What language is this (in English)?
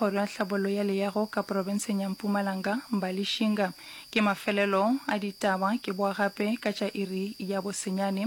Northern Sotho